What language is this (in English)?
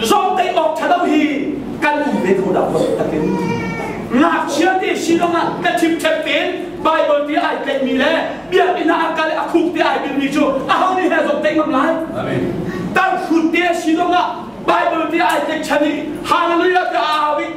Hakha Chin